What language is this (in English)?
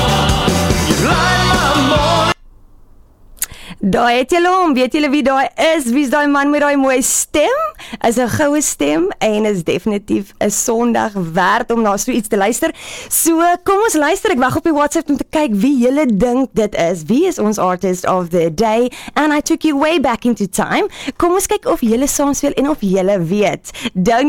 Afrikaans